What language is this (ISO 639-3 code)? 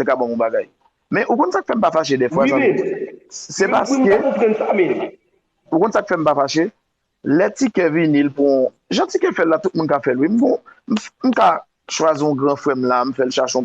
hat